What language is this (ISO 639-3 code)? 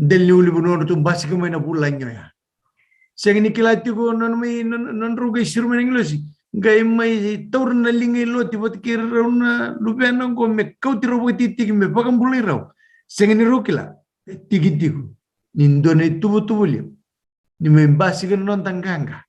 fij